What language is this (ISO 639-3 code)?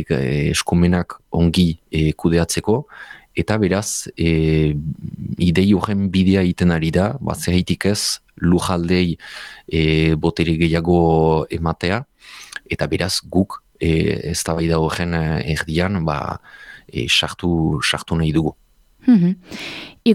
eus